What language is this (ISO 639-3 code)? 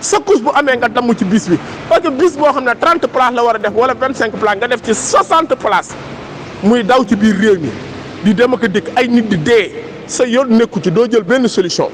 wol